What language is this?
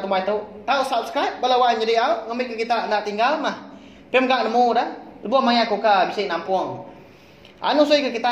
Iban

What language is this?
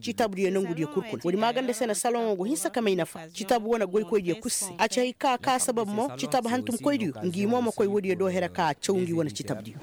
Koyraboro Senni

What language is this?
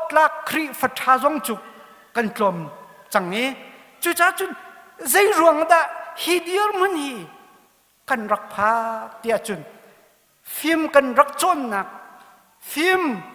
Hakha Chin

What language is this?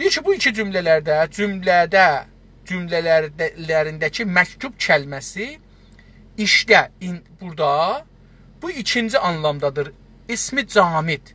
South Azerbaijani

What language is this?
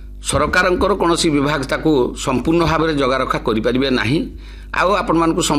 Odia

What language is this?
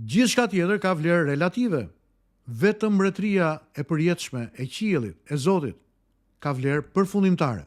Albanian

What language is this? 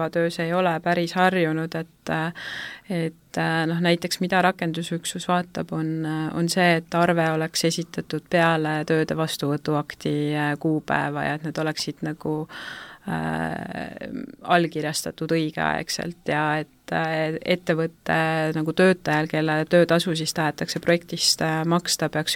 Estonian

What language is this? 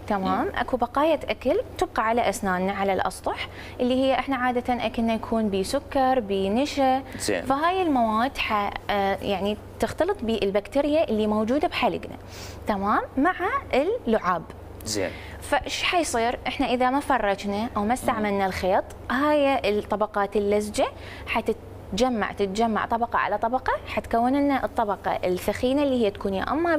Mesopotamian Arabic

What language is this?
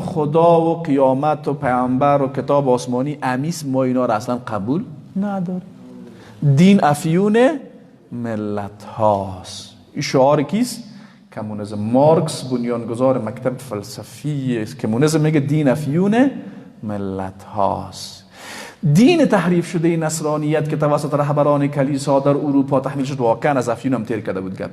Persian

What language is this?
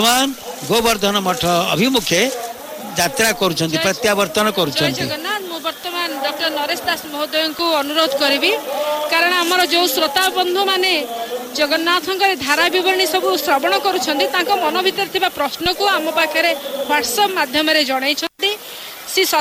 Odia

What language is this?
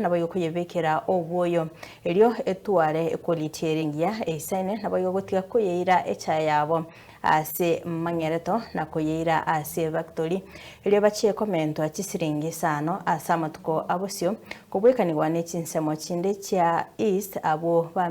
Gusii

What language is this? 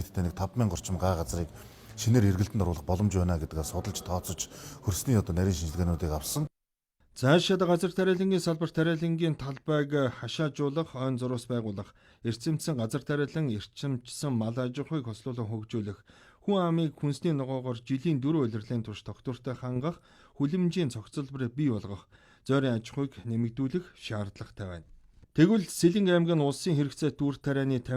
Mongolian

